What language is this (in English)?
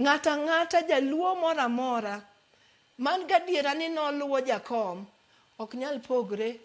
Luo (Kenya and Tanzania)